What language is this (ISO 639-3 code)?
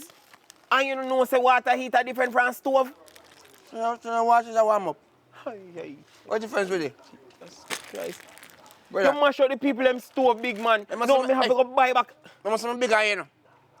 jam